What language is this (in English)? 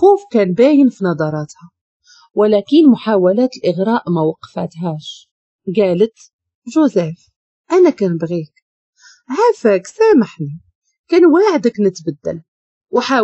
Moroccan Arabic